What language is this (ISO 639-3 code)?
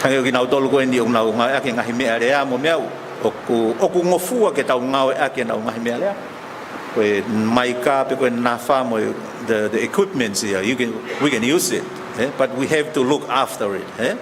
ton